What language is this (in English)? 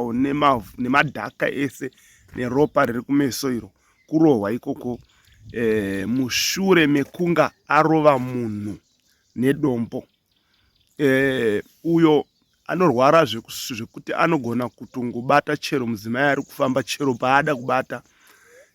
Shona